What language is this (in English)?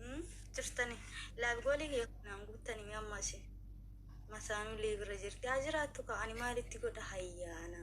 Oromo